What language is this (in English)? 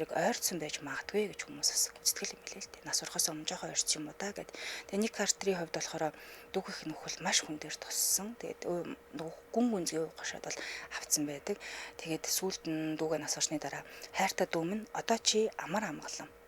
Mongolian